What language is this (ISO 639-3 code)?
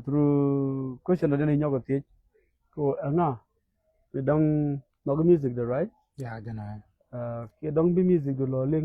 nus